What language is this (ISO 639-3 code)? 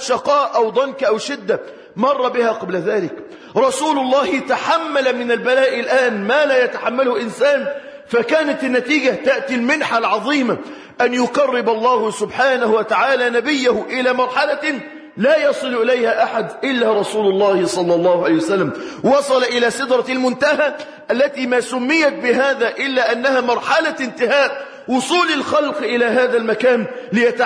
ara